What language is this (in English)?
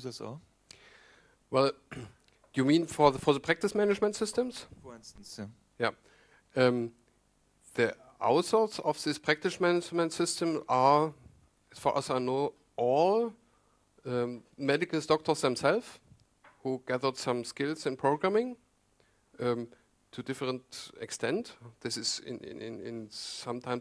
English